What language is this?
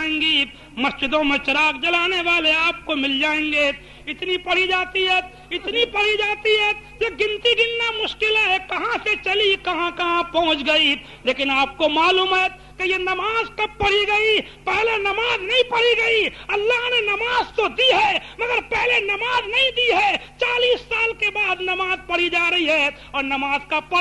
Urdu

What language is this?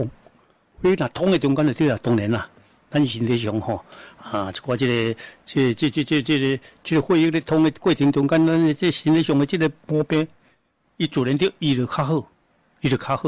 Min Nan Chinese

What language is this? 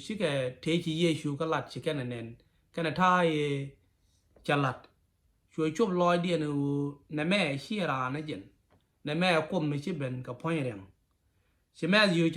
Nuer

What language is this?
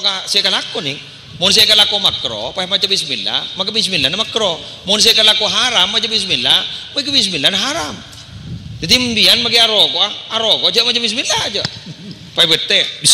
Madurese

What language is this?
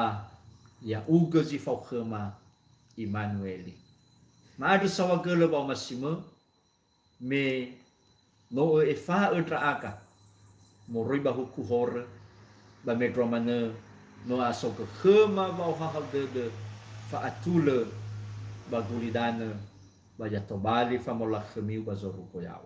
Nias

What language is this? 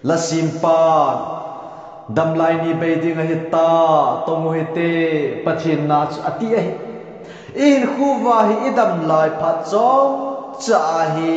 Thado Chin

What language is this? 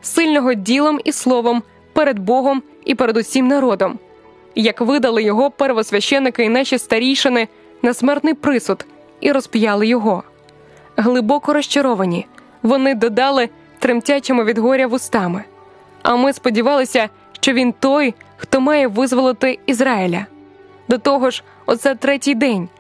Ukrainian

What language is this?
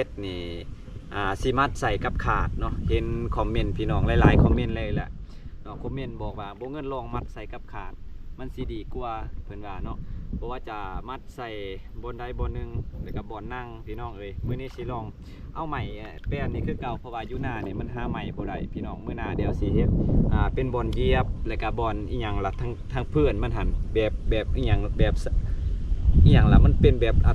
Lao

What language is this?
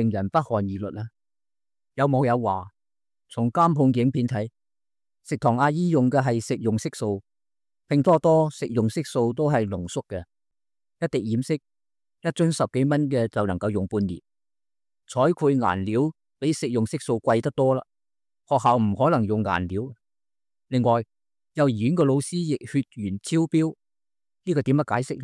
Cantonese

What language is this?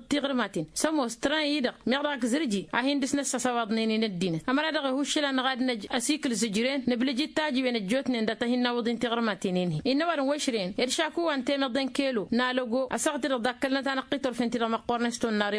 Tamasheq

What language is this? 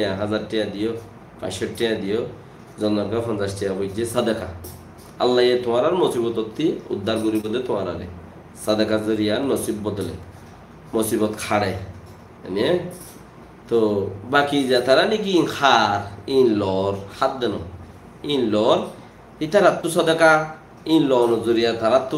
Rohingya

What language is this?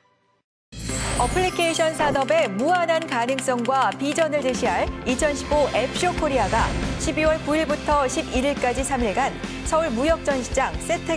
Korean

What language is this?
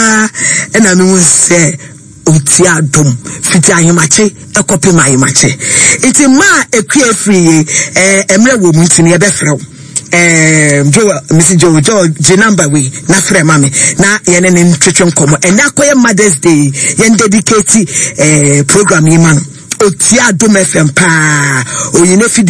Akan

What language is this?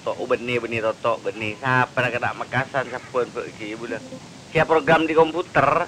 Madurese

